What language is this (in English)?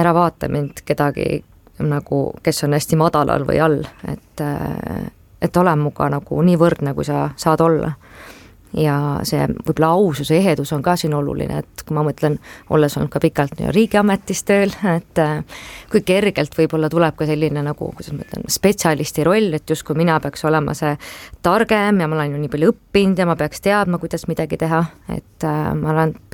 Estonian